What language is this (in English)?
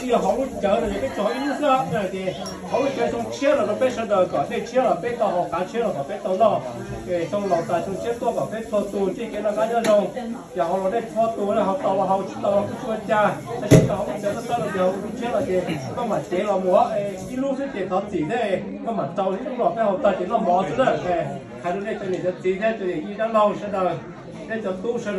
Hmong